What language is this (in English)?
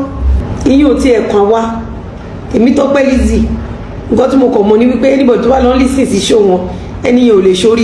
Yoruba